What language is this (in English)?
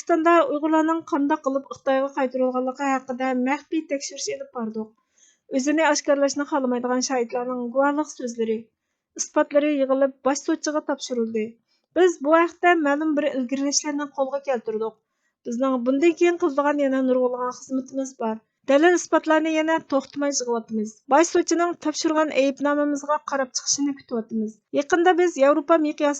Uyghur